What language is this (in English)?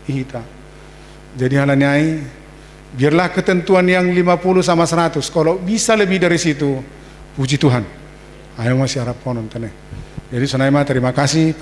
Batak Simalungun